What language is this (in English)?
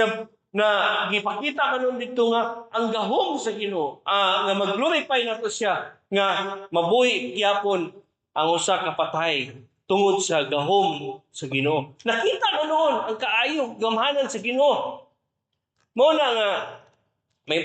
Cebuano